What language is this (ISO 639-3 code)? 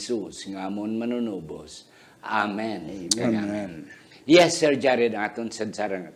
hil